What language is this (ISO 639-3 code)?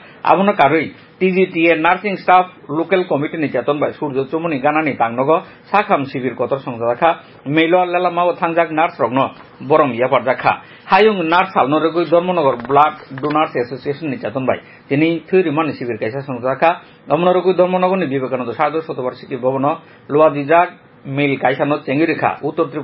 trp